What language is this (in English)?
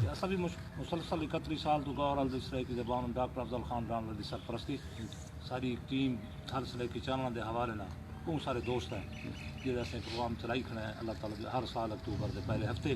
Saraiki